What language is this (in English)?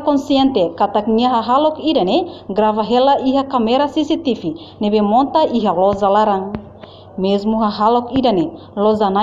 Tetum